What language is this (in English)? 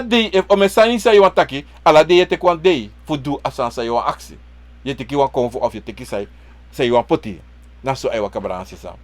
Sranan Tongo